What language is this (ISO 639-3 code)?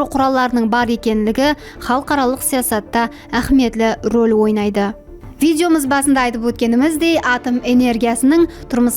kaa